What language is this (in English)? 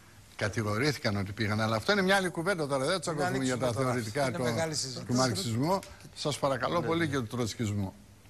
Greek